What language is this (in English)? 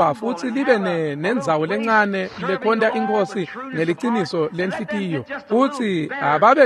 Swati